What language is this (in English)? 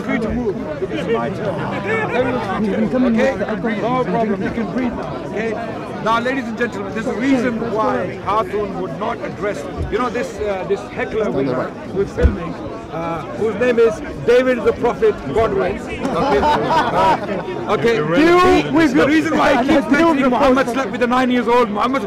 English